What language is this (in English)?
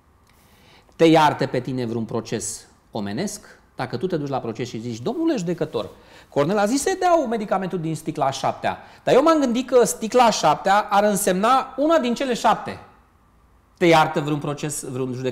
Romanian